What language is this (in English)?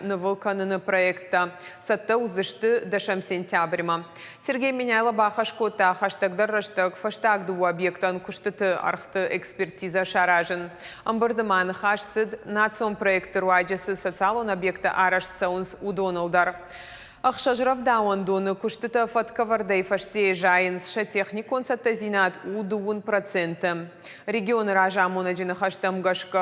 Ossetic